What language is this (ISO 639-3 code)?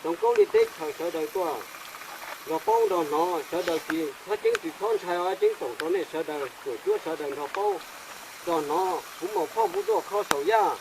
hmn